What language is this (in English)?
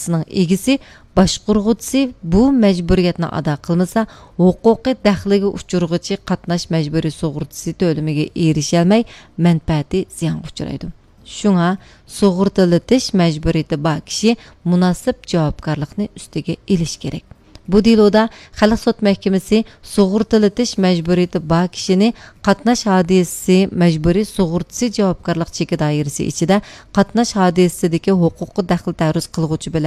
Uyghur